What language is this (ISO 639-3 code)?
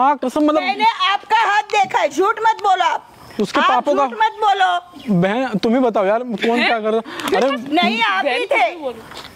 hin